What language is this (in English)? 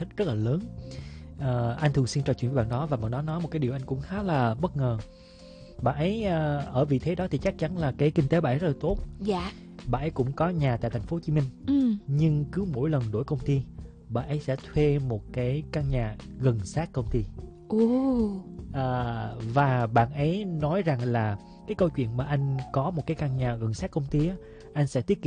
Vietnamese